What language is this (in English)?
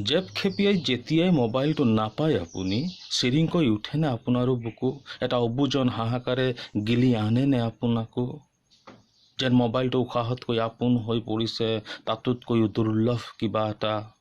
Assamese